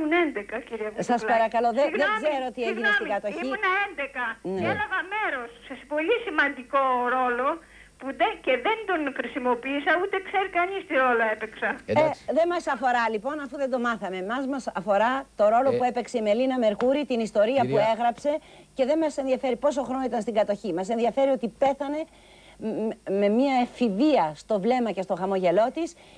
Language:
Greek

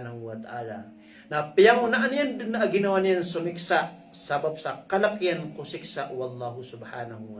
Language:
Maranao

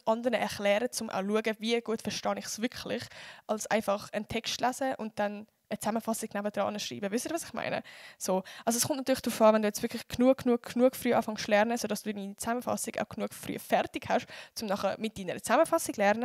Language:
Swiss German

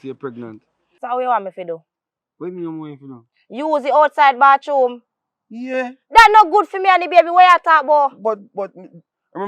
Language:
Jamaican Creole English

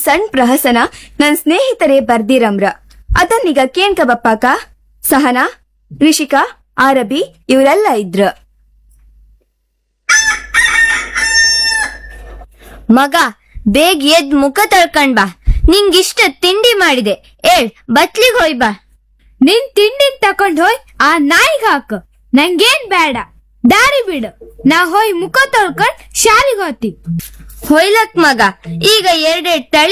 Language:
Kannada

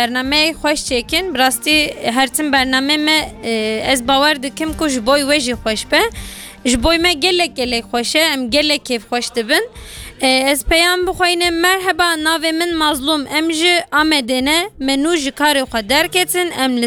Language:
Kurdish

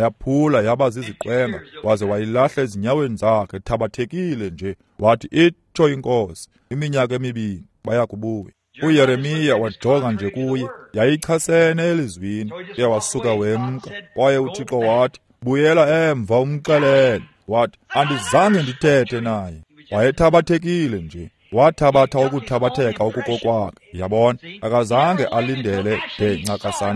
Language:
Xhosa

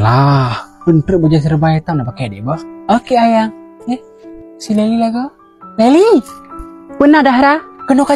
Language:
Achinese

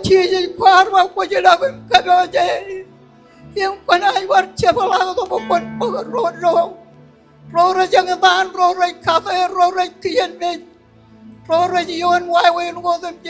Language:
Marshallese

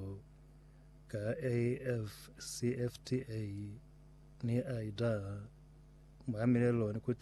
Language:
Lozi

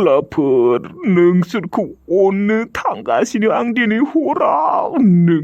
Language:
Bodo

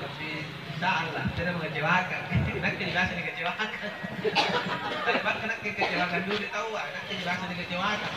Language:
Makasar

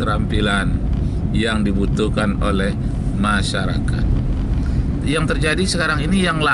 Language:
Indonesian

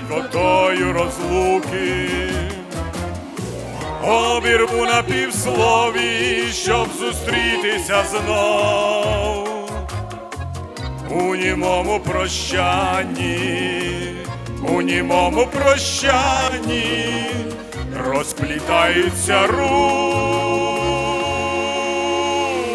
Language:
Ukrainian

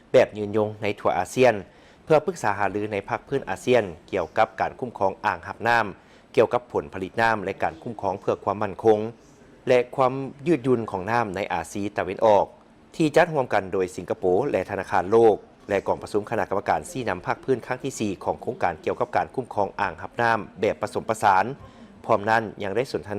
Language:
Lao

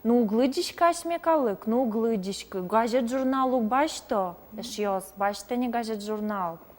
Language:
Udmurt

